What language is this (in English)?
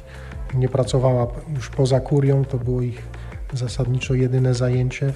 Polish